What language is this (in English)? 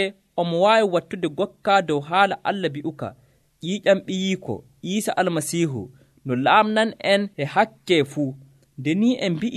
Nigerian Fulfulde